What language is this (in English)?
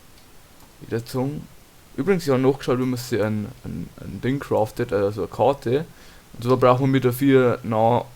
Bavarian